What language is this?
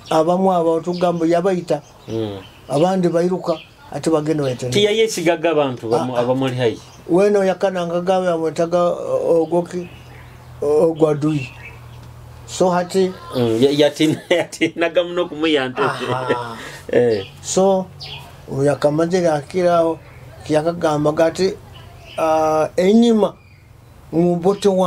Nyoro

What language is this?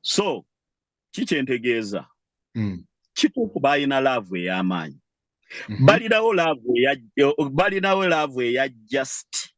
Ganda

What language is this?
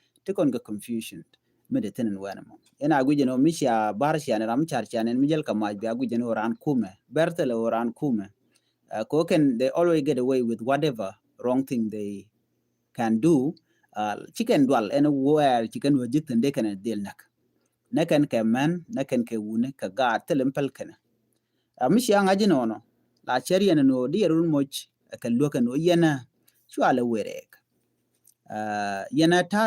Nuer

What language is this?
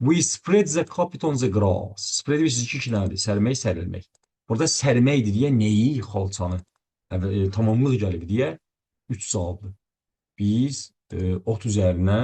Azerbaijani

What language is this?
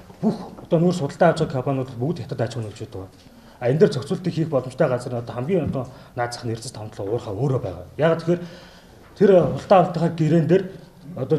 Mongolian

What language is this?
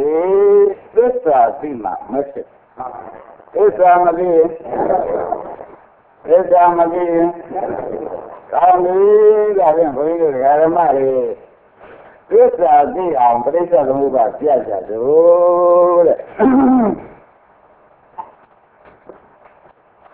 Burmese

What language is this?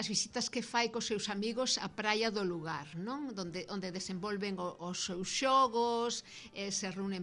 Galician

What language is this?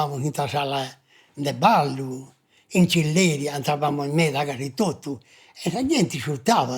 Sardinian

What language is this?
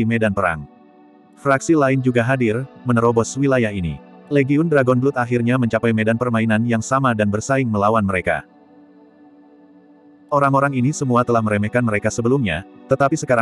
Indonesian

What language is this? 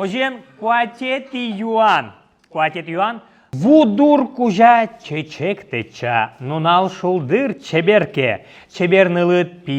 Udmurt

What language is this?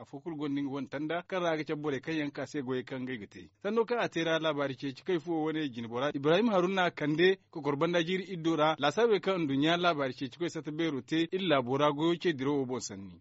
Zarma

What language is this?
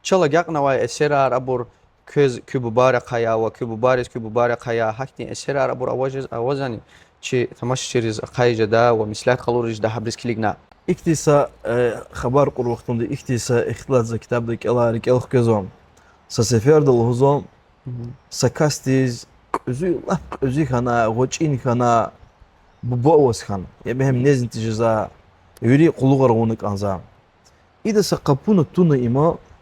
Lezghian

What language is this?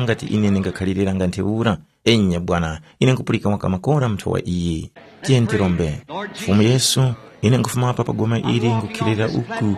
Tumbuka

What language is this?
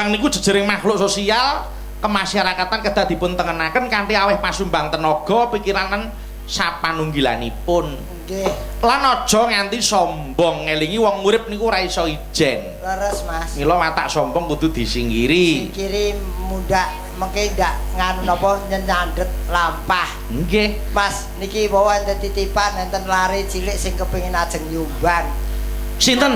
Javanese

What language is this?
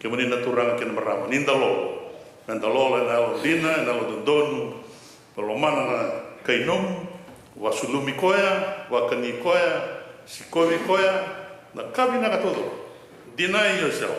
Fijian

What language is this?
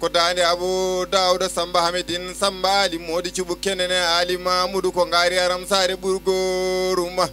Fula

